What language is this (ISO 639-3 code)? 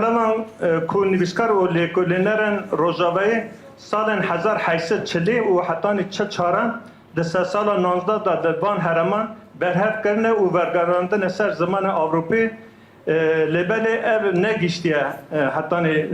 kur